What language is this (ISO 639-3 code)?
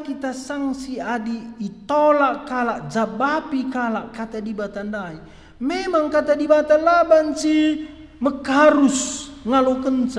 btx